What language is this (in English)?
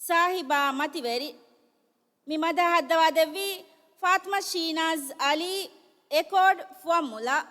Divehi